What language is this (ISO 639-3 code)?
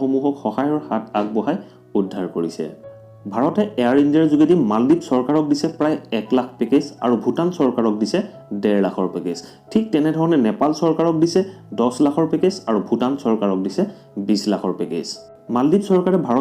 asm